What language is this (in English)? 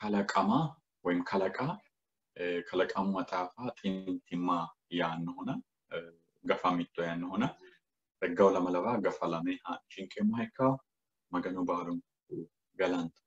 Sidamo